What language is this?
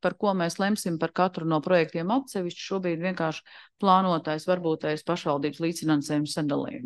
Latvian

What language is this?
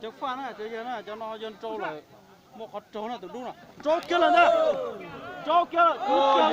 Hmong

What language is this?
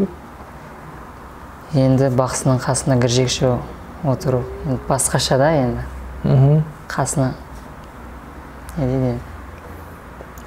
Kara-Kalpak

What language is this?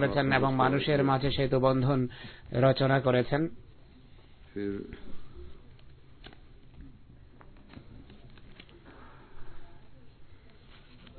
Bangla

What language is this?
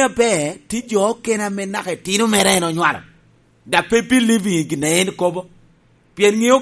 Lango (Uganda)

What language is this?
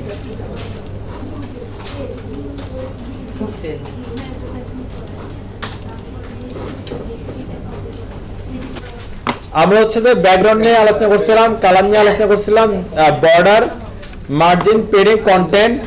Bangla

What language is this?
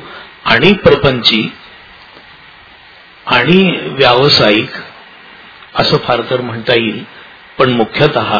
Marathi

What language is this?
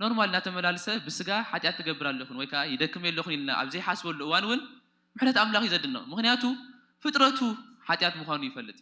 Tigrinya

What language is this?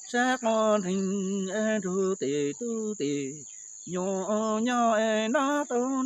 Hmong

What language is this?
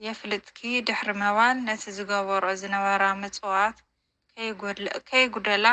Tigrinya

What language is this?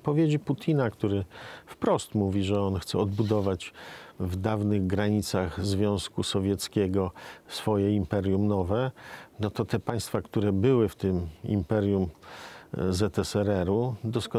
Polish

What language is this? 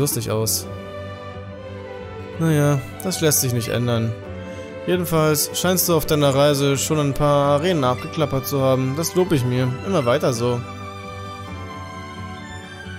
German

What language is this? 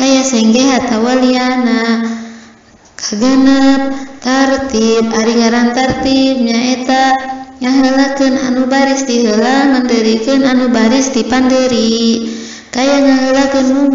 Sundanese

